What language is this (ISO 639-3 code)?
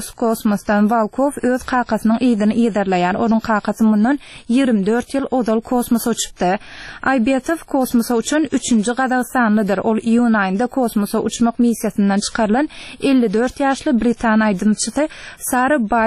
tuk